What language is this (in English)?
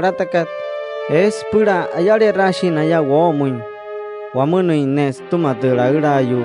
Wayuu